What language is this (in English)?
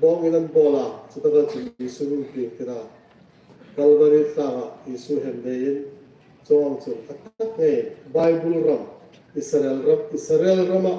Hmar